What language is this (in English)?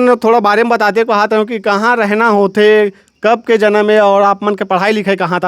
Chhattisgarhi